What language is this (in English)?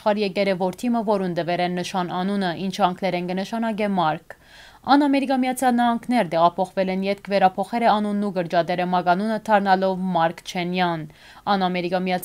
Western Armenian